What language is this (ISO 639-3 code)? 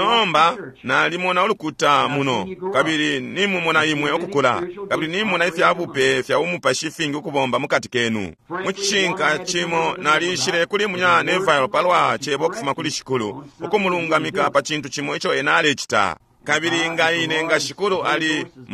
bem